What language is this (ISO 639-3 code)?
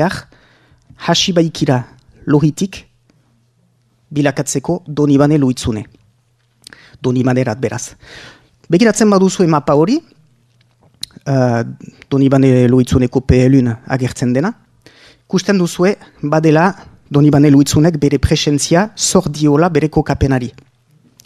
eus